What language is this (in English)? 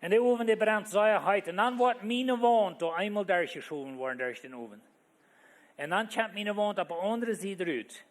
Plautdietsch